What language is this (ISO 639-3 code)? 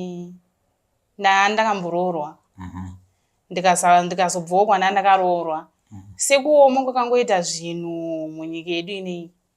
sna